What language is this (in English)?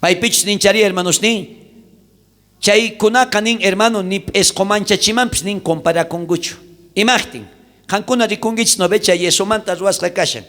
South Bolivian Quechua